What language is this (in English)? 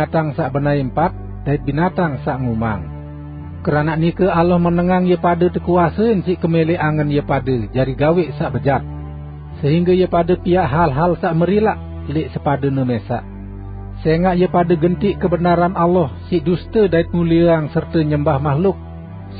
Sasak